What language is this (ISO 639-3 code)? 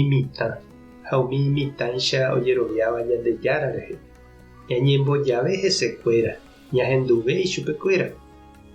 grn